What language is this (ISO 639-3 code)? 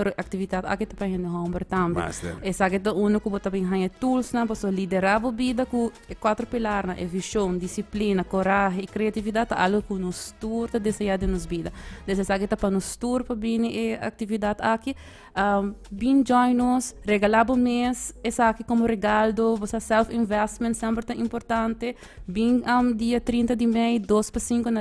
pap